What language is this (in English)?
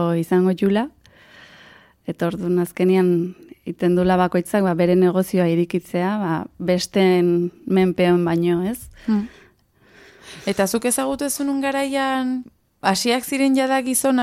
Basque